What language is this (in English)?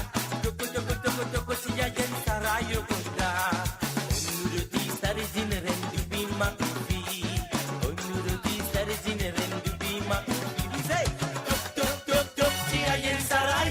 Morisyen